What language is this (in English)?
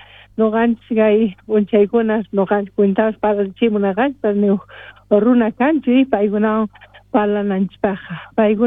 South Bolivian Quechua